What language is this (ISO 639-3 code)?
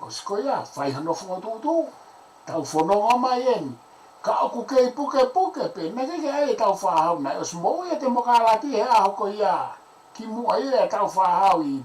ton